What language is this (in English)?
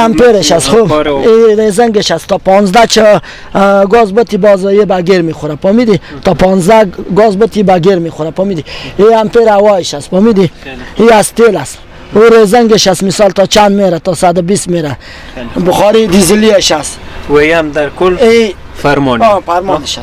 Persian